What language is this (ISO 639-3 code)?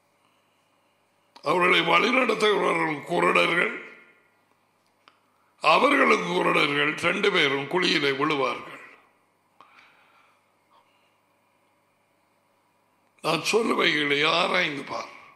tam